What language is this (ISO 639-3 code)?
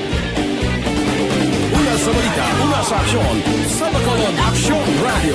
hil